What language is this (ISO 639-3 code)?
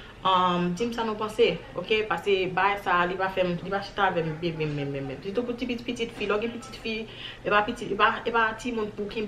hat